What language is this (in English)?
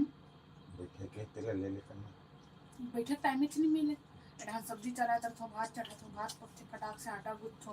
Chhattisgarhi